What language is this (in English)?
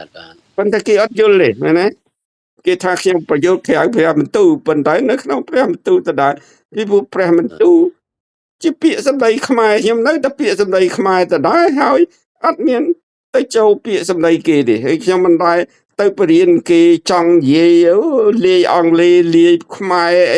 Khmer